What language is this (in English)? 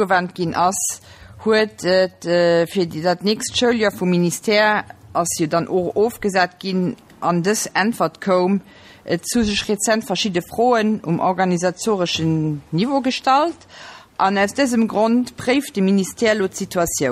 Luxembourgish